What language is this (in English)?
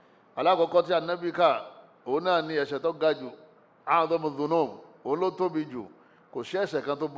Yoruba